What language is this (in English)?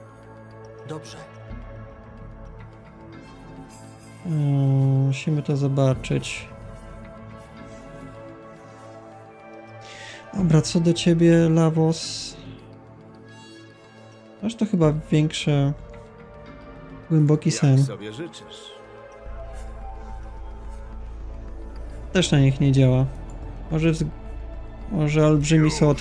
Polish